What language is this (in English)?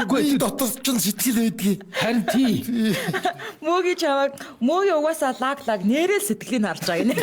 Mongolian